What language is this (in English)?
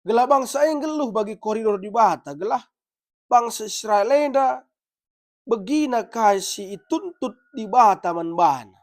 Batak Karo